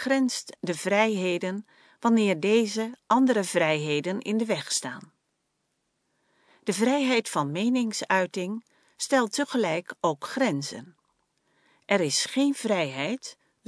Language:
Dutch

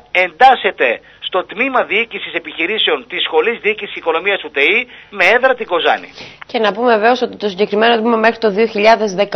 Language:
Greek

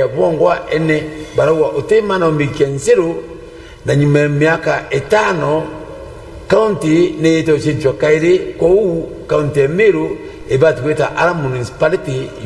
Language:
Meru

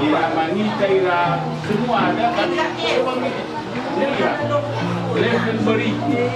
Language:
Nias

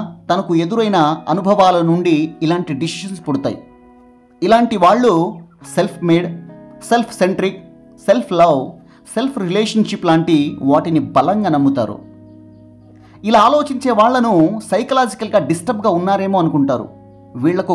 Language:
Telugu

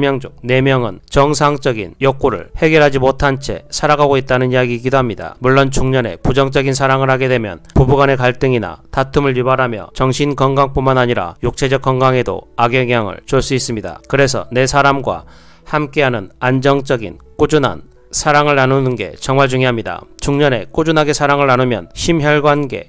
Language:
Korean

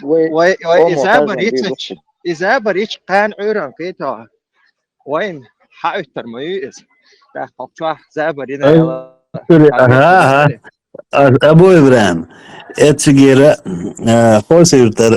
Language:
Chechen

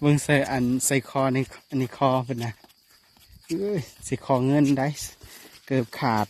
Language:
Lao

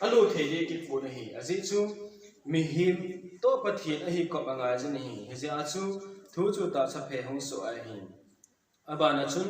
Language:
Thado Chin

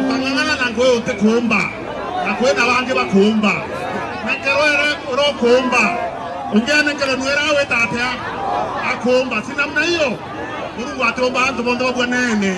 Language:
Meru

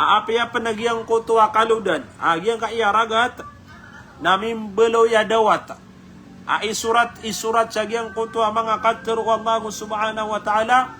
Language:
Maranao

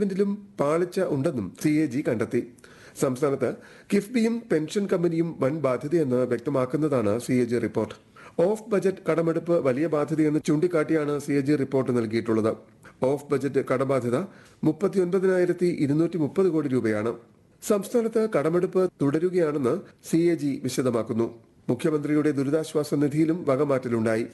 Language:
Malayalam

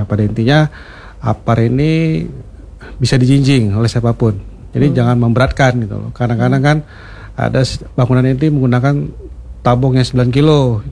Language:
Indonesian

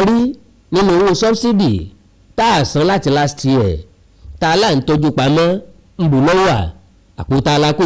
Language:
Yoruba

